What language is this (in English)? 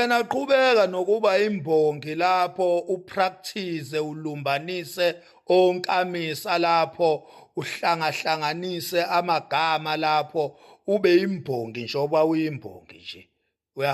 Zulu